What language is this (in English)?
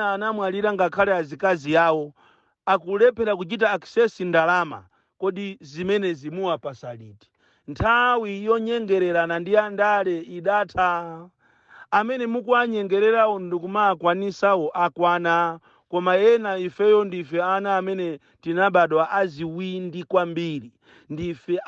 Nyanja